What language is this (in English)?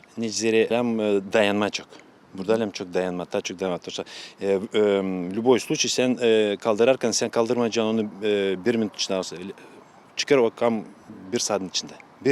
Gagauz